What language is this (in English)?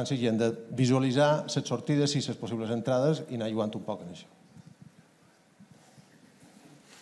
Catalan